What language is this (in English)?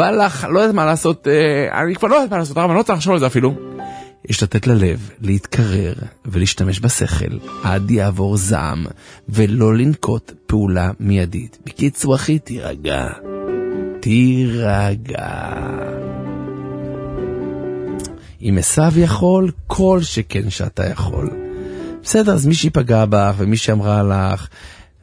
Hebrew